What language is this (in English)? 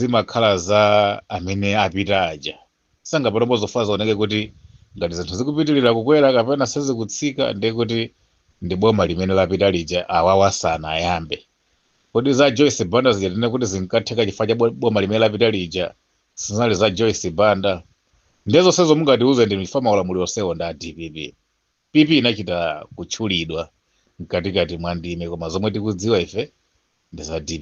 Nyanja